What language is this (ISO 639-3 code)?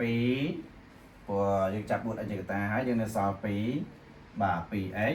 khm